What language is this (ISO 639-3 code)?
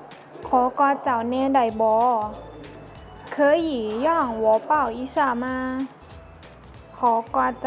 lao